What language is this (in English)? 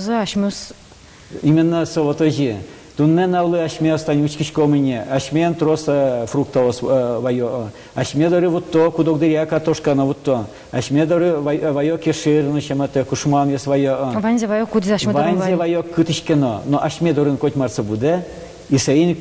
Udmurt